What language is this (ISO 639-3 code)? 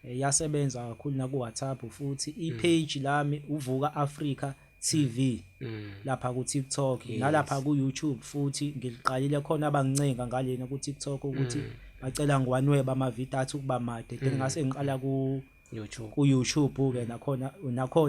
zul